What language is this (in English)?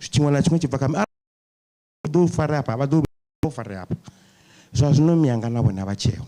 Venda